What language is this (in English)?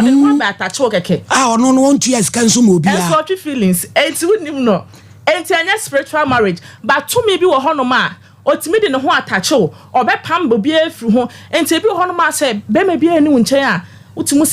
Akan